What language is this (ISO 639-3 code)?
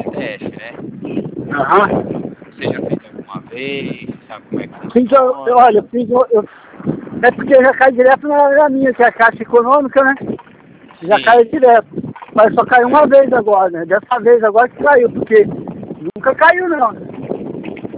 por